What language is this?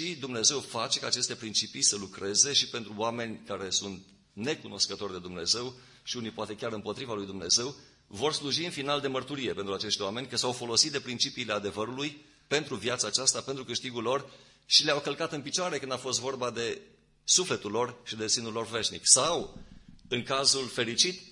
Romanian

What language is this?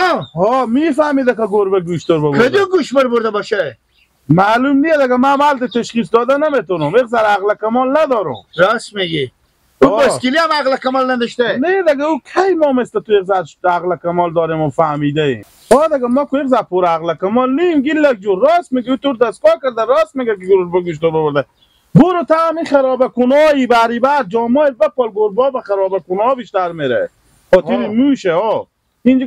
Hazaragi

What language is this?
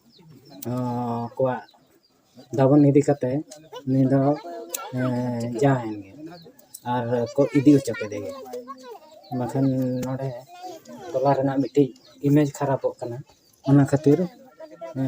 Santali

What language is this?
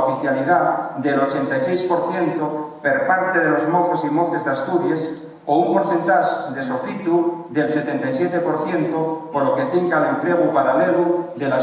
Asturian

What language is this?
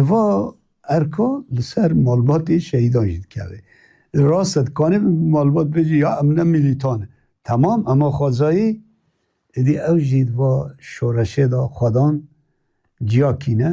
Kurdish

